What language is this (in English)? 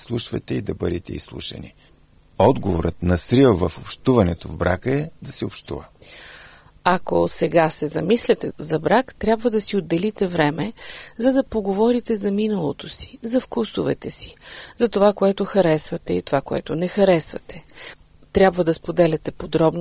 Bulgarian